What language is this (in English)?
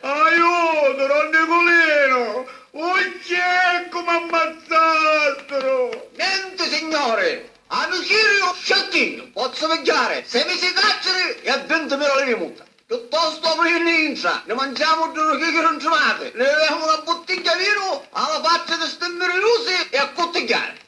Sicilian